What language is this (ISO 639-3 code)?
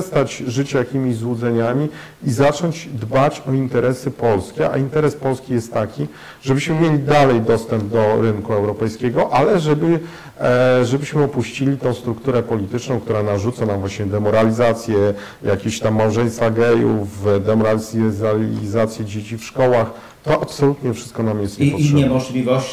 pol